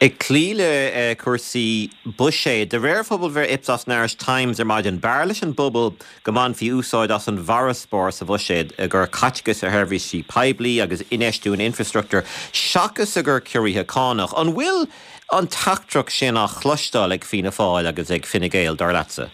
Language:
Irish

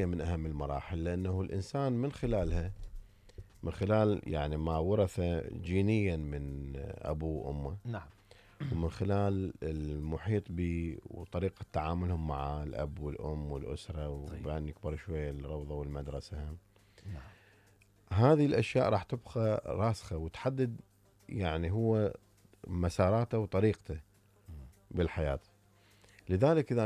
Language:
Mesopotamian Arabic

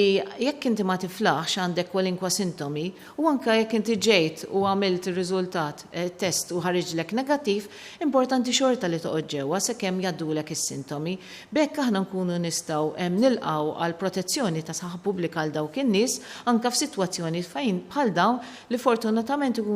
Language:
Maltese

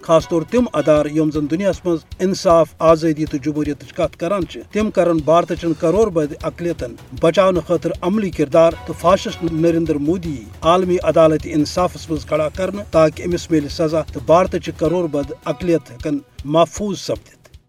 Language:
Kashmiri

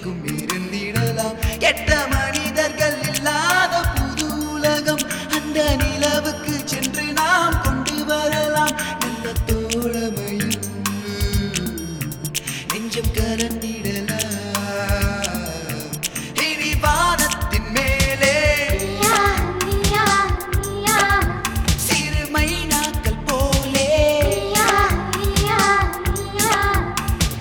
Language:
Tamil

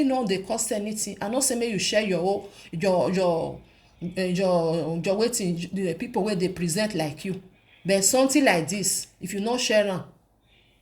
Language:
Nigerian Pidgin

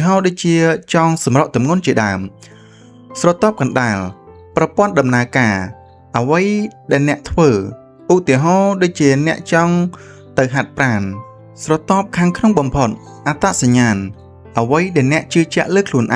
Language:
Khmer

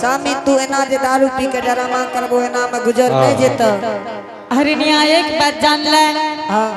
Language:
Angika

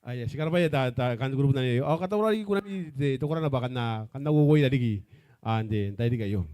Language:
Gilbertese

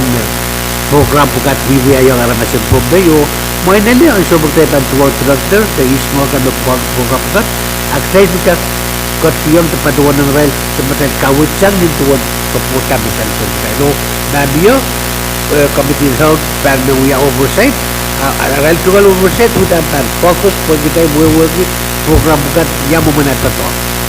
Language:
Pohnpeian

